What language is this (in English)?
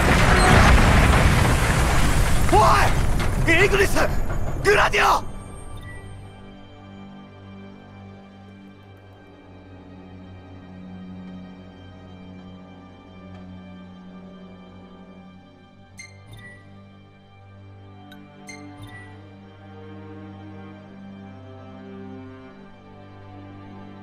Japanese